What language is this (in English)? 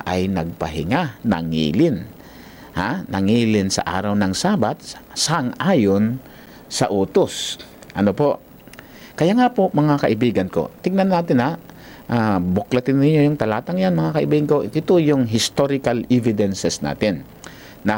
Filipino